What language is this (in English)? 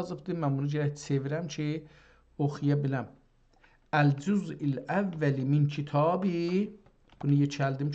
South Azerbaijani